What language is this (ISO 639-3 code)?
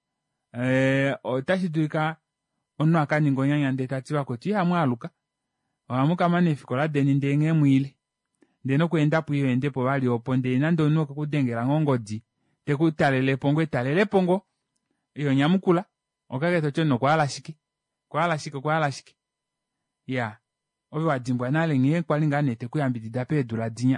kua